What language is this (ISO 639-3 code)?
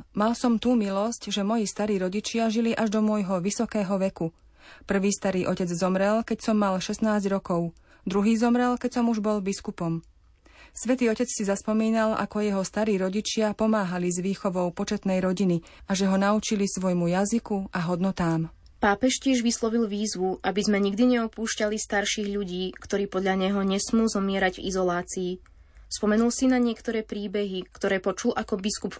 slk